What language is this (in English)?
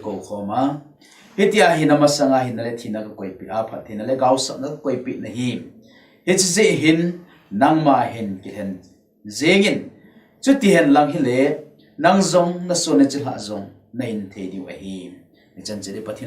Thado Chin